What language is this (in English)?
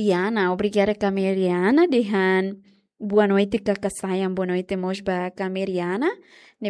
Tetum